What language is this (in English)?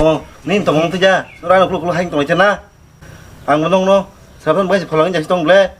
Kok Borok